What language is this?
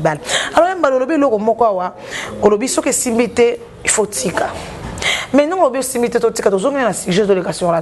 Lingala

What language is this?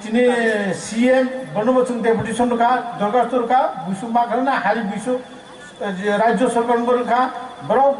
Kok Borok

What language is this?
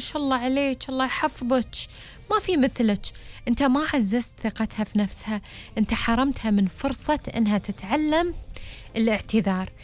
Gulf Arabic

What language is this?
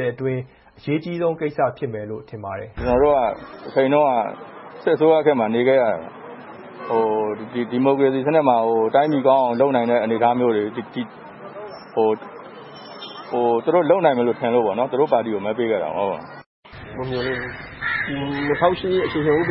Burmese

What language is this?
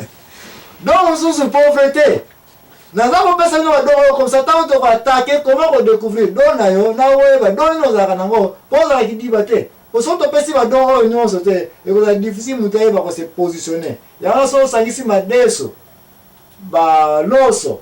Lingala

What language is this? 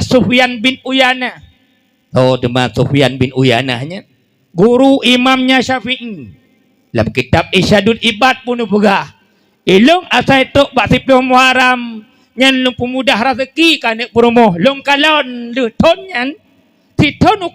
Achinese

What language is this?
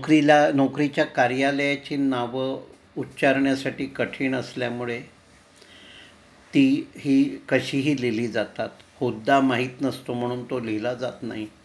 Marathi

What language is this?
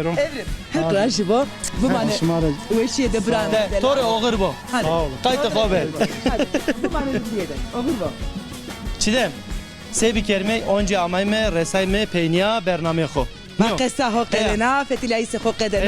Zaza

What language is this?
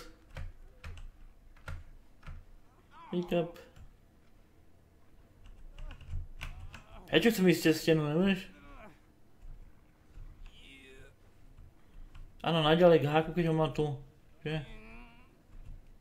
Slovak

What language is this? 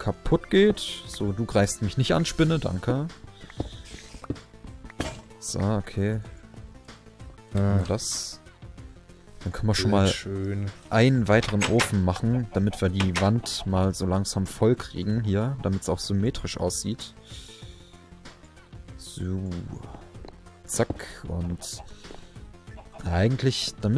German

